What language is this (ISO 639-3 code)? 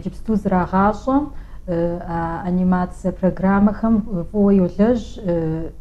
kbd